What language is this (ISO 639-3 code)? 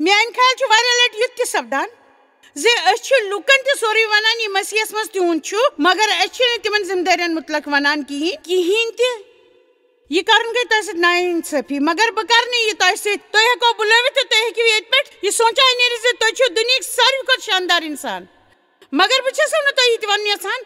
kas